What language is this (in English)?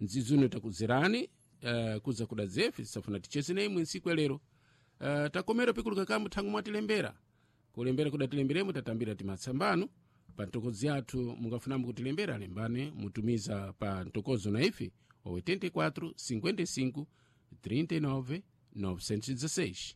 Sena